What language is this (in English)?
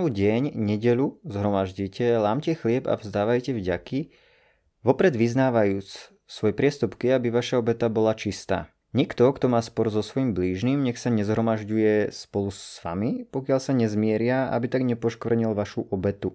Slovak